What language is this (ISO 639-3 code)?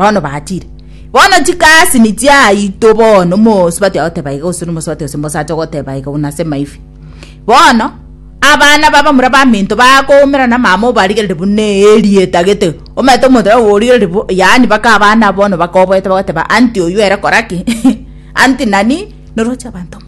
guz